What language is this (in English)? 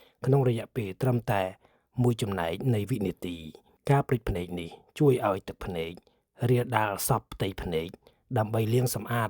Khmer